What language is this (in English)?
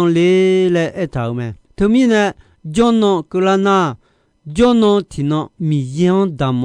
Akha